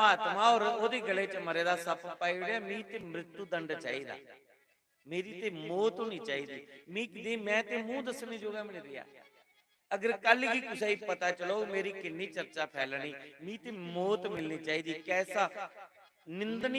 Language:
Dogri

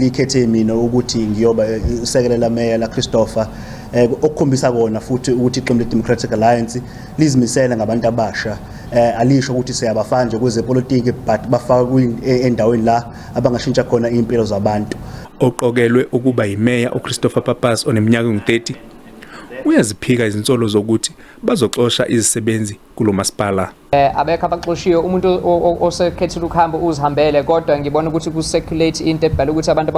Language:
Zulu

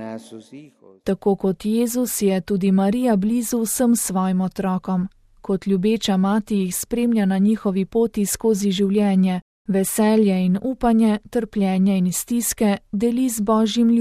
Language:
Slovenian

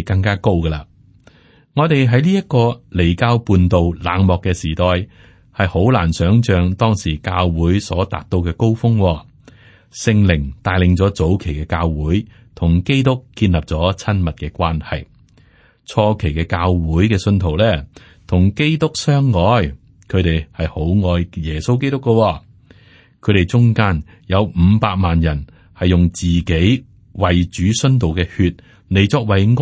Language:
Cantonese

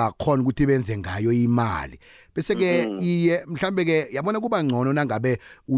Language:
South Ndebele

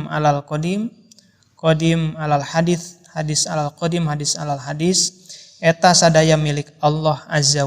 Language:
Sundanese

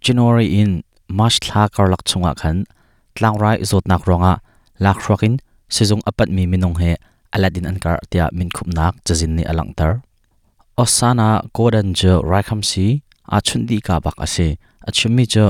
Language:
Hakha Chin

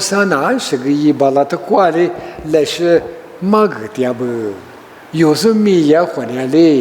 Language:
Lisu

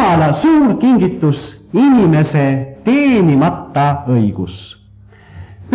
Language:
Estonian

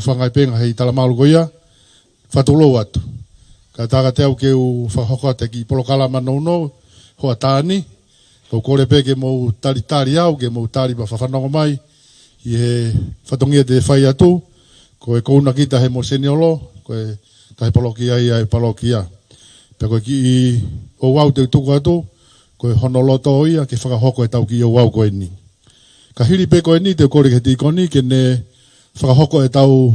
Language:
Tongan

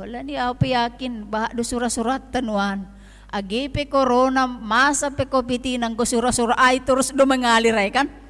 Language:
Batak Simalungun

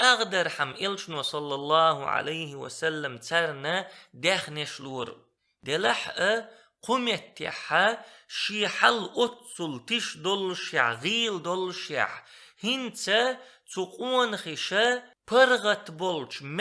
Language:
Chechen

